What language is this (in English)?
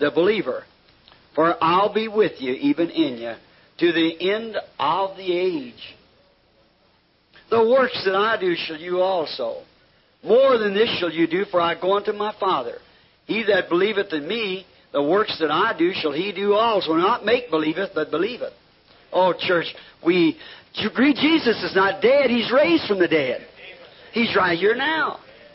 English